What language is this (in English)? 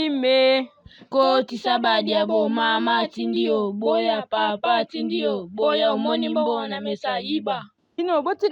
Lingala